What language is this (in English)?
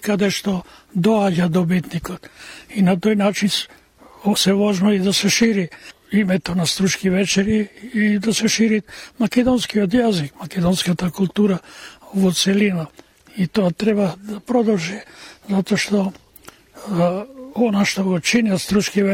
Macedonian